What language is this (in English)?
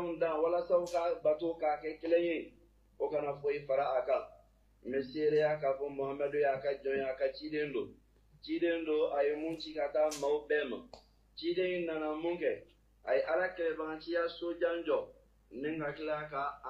Bambara